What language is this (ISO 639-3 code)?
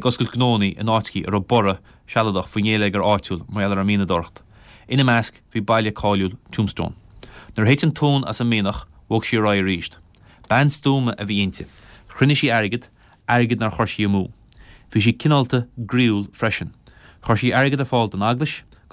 gle